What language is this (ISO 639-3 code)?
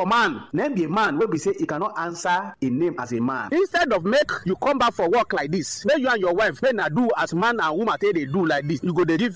pcm